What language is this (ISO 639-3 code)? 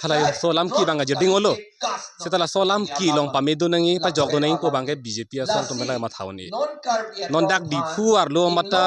mjw